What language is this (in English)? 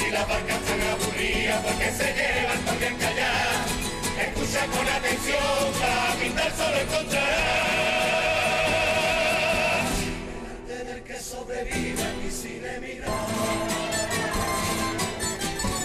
Spanish